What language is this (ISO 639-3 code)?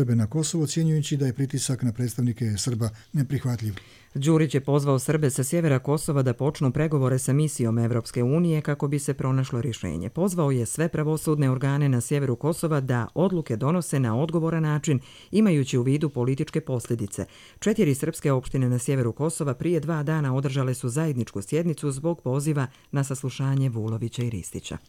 hrv